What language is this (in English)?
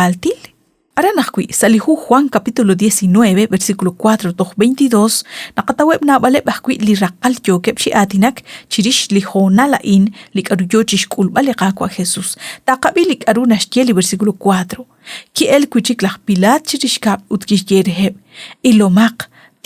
Kekchí